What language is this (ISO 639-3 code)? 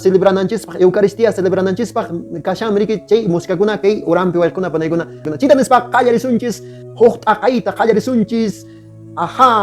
que